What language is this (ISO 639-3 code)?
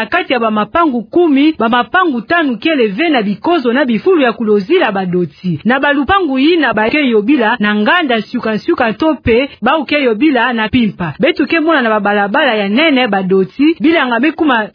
ktu